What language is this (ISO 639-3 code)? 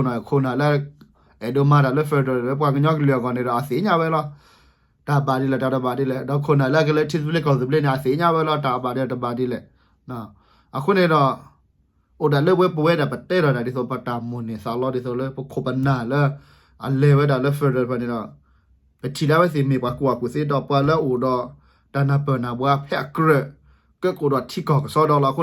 ksw